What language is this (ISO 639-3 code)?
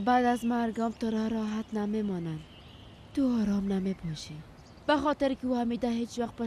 fas